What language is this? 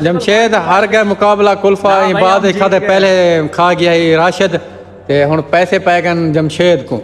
Saraiki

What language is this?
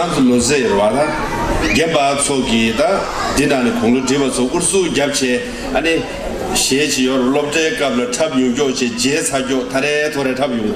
Tibetan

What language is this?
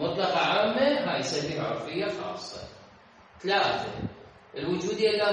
Mesopotamian Arabic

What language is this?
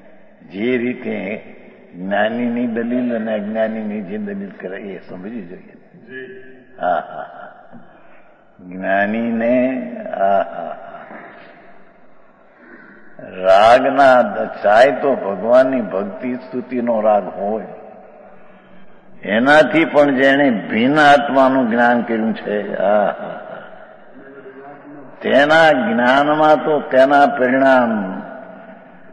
Gujarati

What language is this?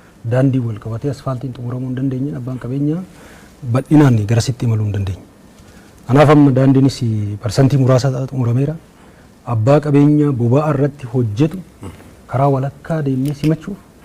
Oromo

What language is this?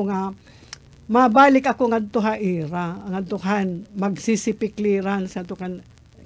Waray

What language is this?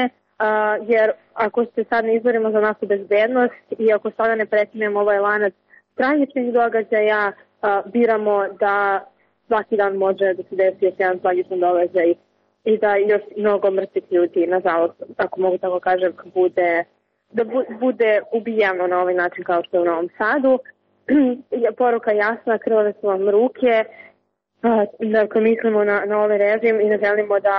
Serbian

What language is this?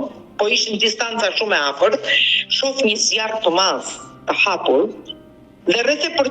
Albanian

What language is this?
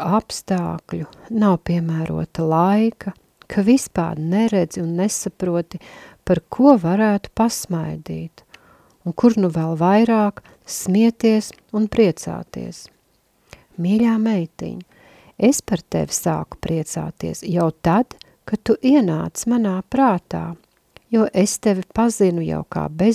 Latvian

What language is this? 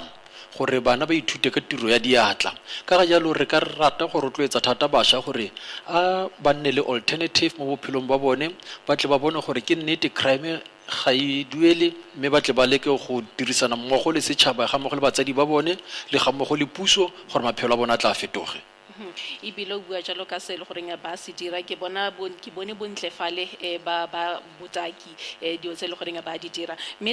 Tswana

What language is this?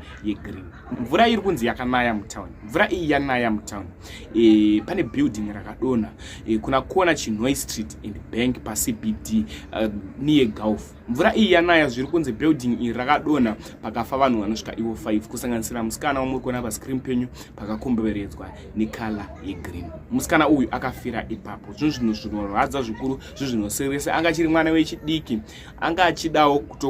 Shona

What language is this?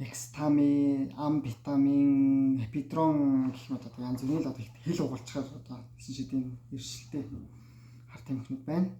Mongolian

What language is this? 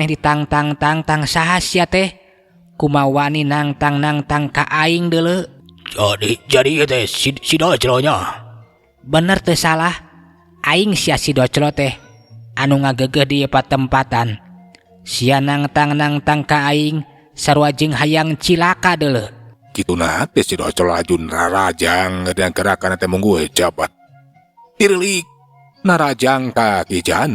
Sundanese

